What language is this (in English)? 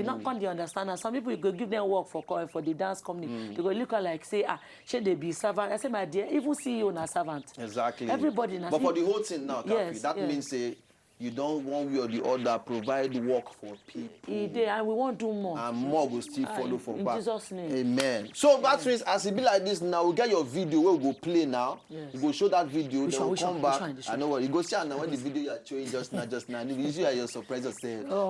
Nigerian Pidgin